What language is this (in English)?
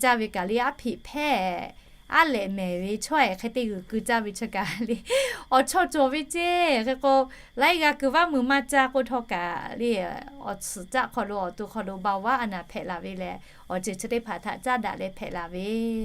Lahu